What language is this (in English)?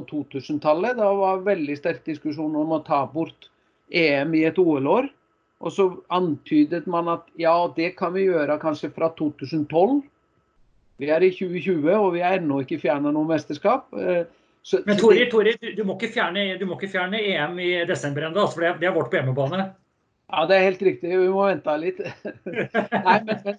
Norwegian